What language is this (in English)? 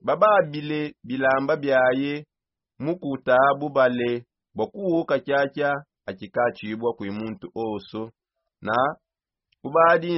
Songe